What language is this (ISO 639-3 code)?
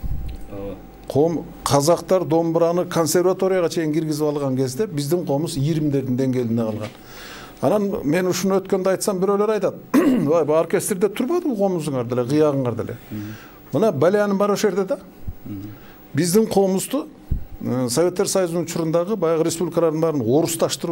kir